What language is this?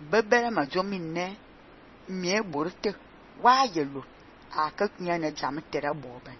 Fang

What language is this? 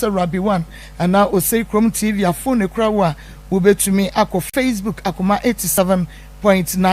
Akan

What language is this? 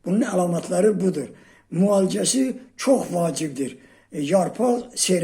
Azerbaijani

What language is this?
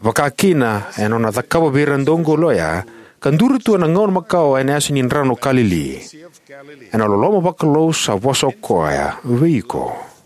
Fijian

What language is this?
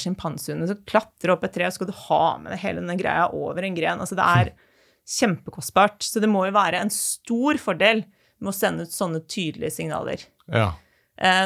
Norwegian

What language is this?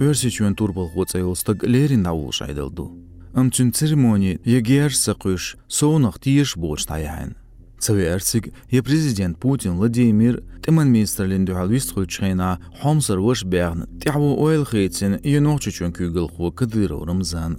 Chechen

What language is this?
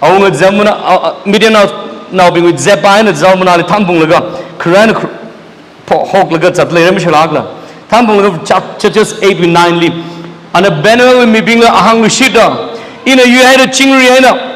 Tangkhul Naga (India)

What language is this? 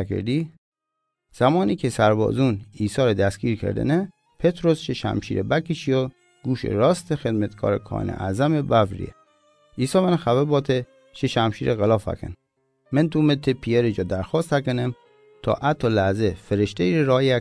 Gilaki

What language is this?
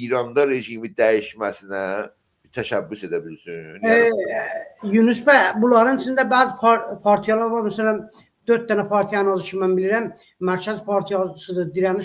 South Azerbaijani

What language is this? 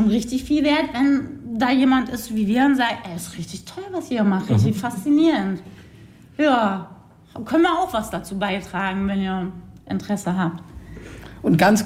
German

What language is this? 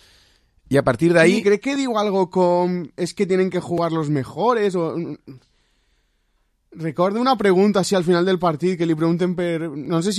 Catalan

